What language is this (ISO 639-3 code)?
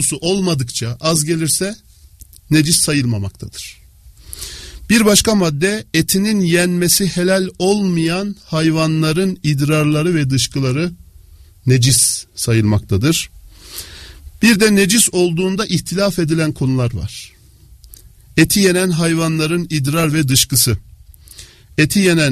tur